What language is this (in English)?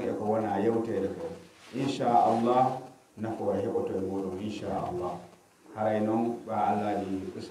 Pular